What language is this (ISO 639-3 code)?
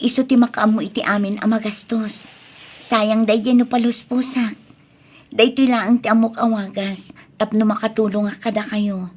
ilo